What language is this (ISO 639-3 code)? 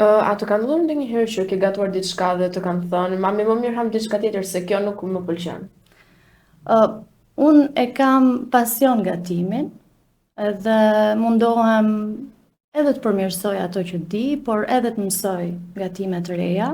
sqi